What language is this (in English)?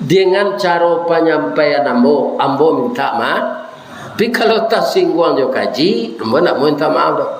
Minangkabau